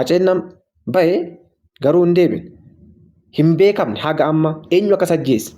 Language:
Oromo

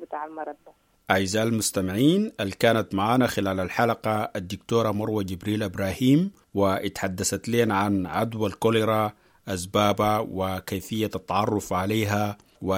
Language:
Sudanese Arabic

